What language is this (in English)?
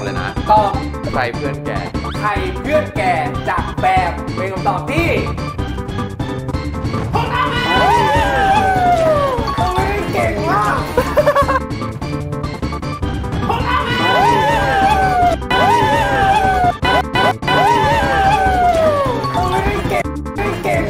Thai